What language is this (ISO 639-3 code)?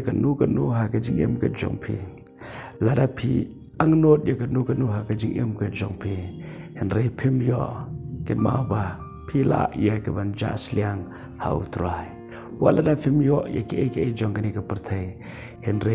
kha